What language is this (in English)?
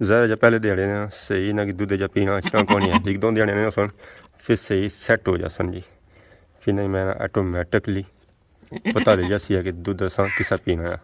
Pahari-Potwari